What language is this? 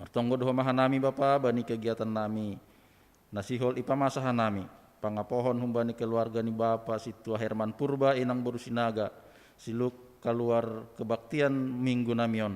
Batak Simalungun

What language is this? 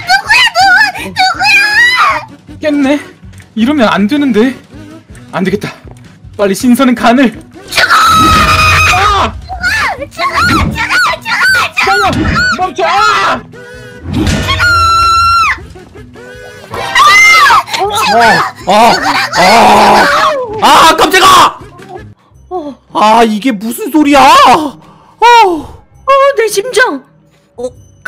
Korean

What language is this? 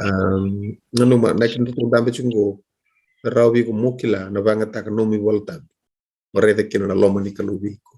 Fijian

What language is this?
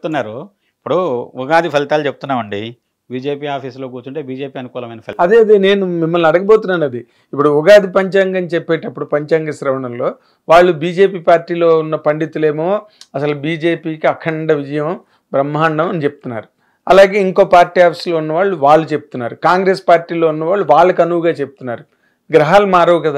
Telugu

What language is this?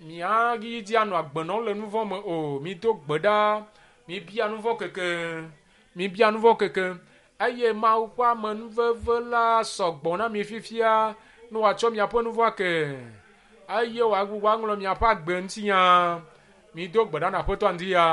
Ewe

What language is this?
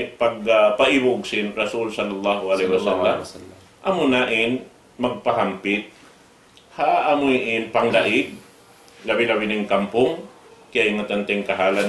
Tausug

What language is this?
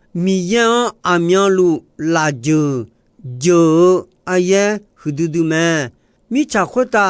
Akha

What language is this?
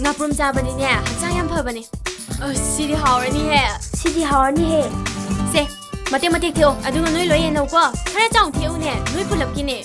Manipuri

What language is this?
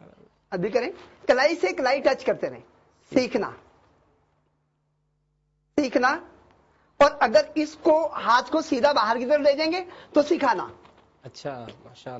Urdu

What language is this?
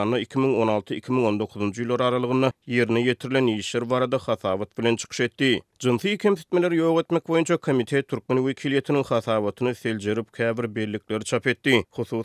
Turkmen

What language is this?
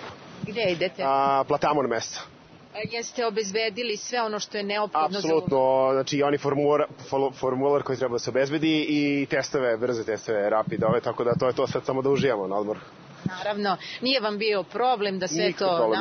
Serbian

